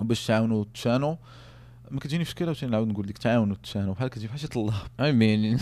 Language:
Moroccan Arabic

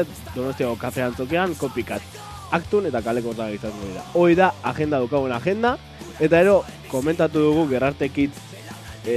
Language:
Basque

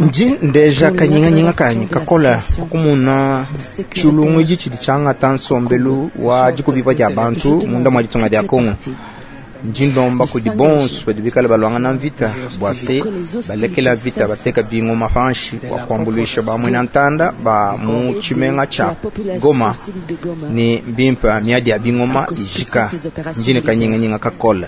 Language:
Luba-Lulua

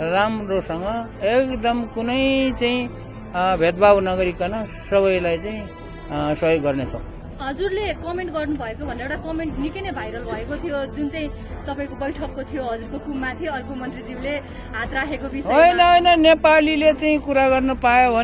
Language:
Nepali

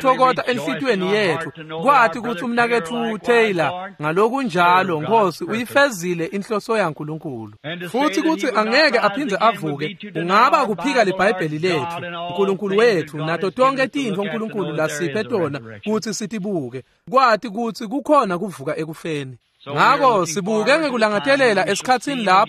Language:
Swati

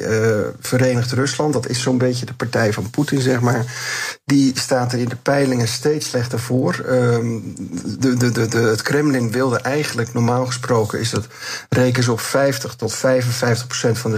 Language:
Dutch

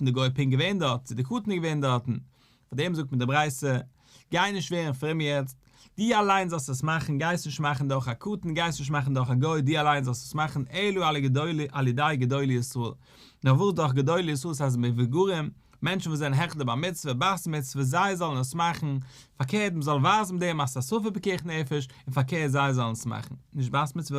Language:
Yiddish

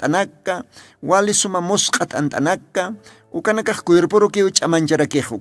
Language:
Aymara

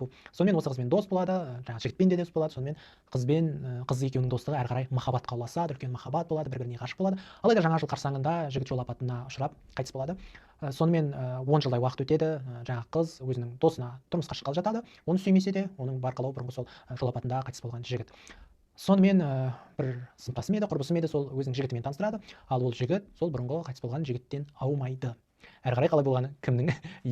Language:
Kazakh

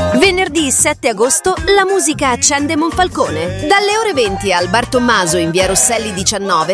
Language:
Italian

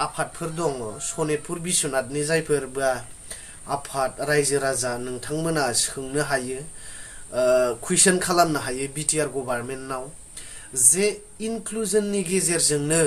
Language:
Bodo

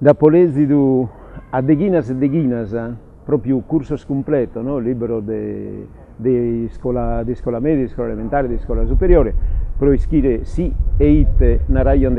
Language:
Sardinian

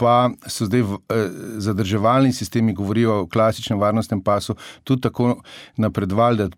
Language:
Slovenian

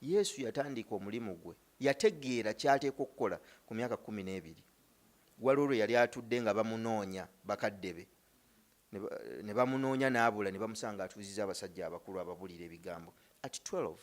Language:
Ganda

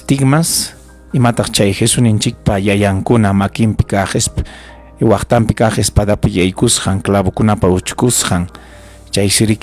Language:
Ayacucho Quechua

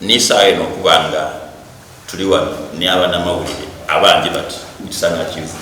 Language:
Soga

